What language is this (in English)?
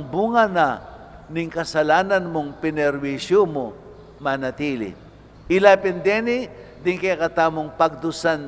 Pampanga